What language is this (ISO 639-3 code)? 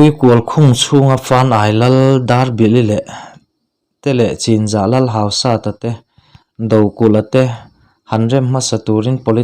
lus